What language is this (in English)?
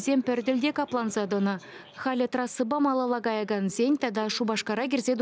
Chuvash